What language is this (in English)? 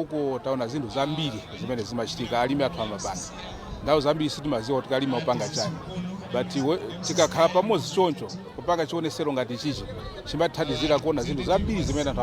Nyanja